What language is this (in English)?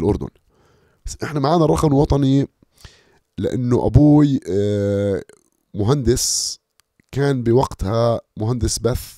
North Levantine Arabic